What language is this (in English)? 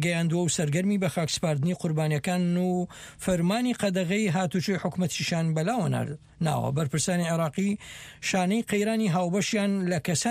Central Kurdish